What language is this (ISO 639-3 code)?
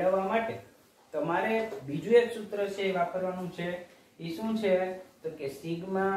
guj